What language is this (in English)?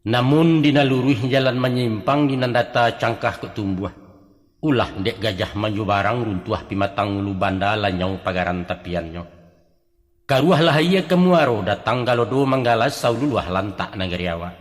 Minangkabau